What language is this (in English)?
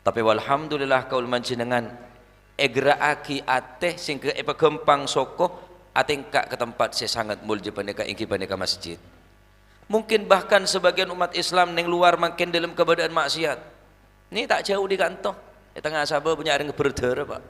Madurese